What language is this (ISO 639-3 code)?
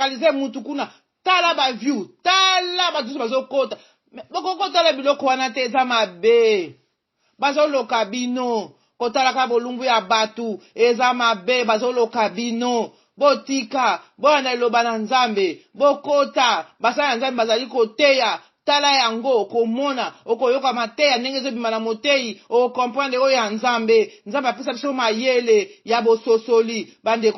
lin